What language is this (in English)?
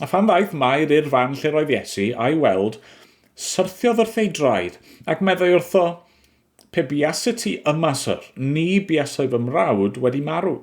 Welsh